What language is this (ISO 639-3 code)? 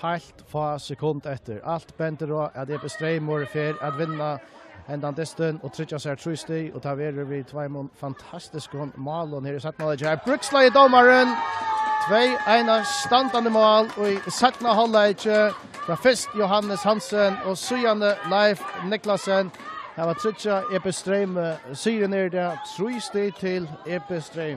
fao